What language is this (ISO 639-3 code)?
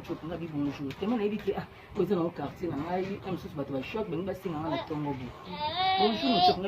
lin